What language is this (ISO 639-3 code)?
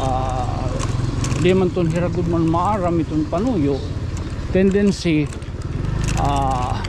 war